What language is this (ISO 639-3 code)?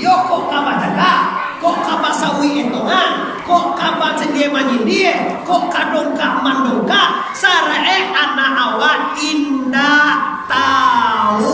min